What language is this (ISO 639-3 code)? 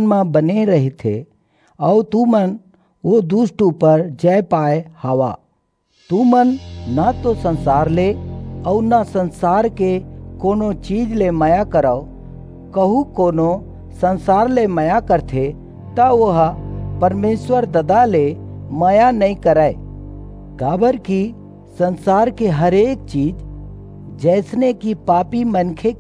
hne